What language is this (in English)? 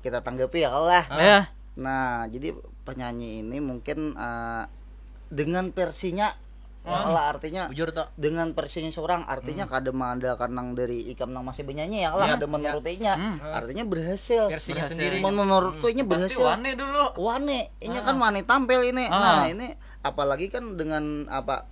Banjar